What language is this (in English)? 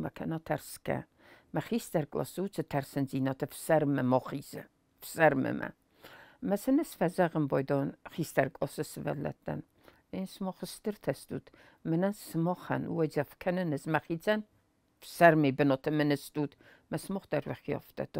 Ossetic